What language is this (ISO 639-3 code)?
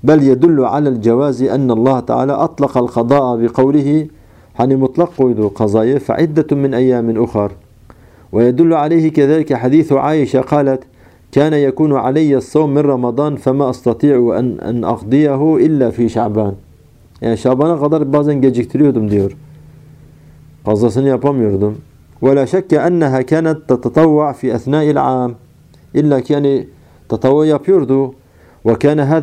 tur